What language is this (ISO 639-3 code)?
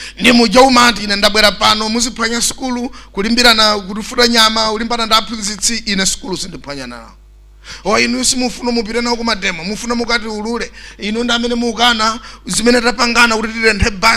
nya